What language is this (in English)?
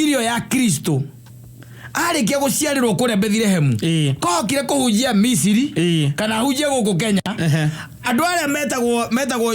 Kikuyu